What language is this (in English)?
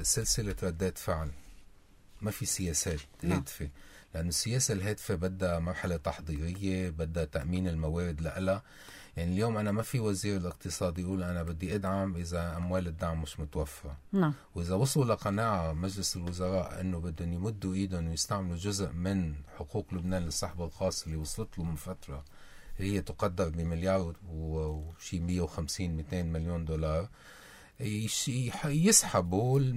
North Levantine Arabic